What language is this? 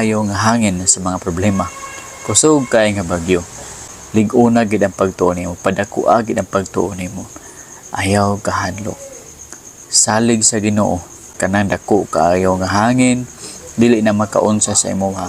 Cebuano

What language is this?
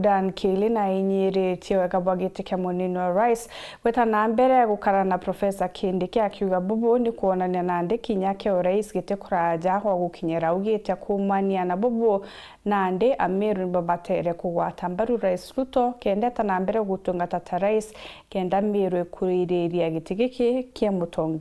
Meru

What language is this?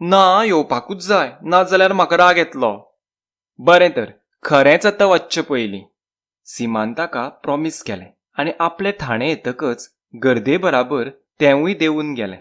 Konkani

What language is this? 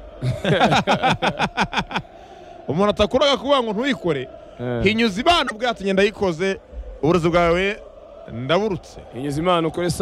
Kinyarwanda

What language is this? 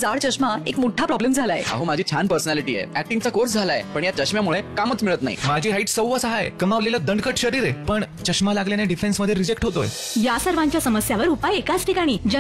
Marathi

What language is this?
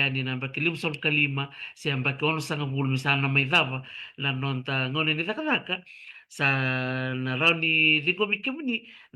Fijian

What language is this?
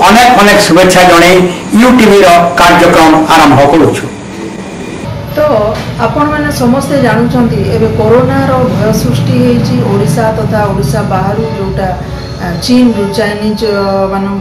Odia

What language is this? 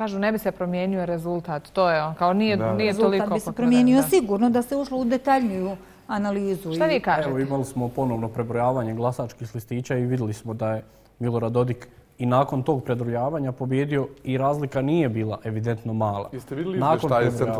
Bosnian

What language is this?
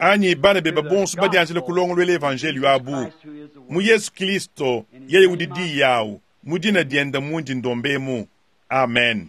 Luba-Lulua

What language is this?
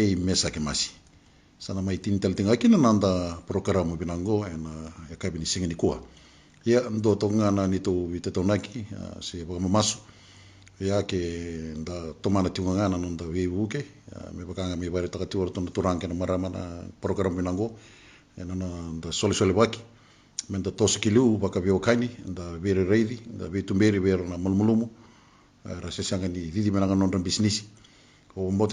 Fijian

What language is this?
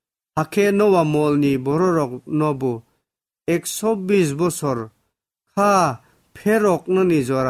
Kok Borok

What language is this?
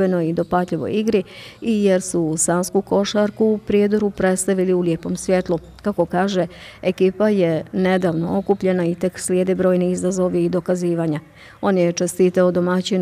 Bosnian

